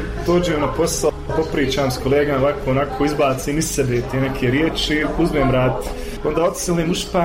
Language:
Bosnian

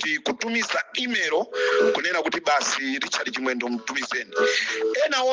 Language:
Nyanja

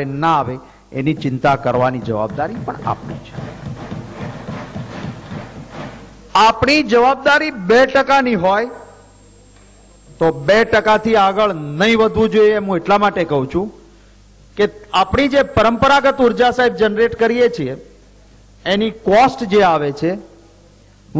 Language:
Gujarati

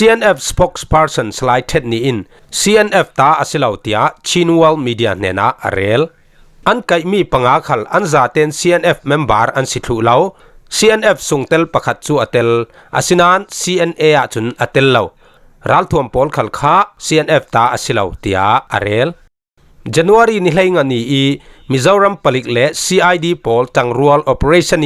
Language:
Falam Chin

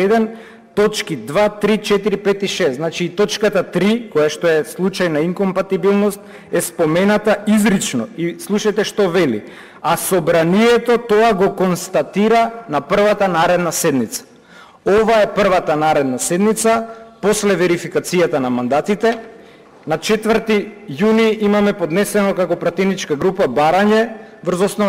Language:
Macedonian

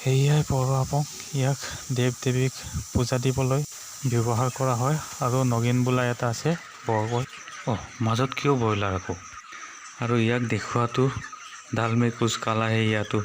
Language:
Assamese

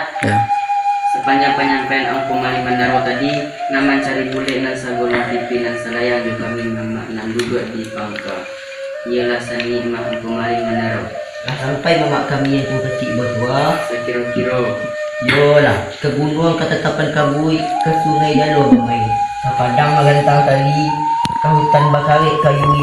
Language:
Minangkabau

